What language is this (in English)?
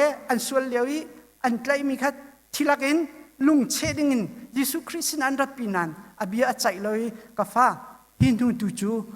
Hakha Chin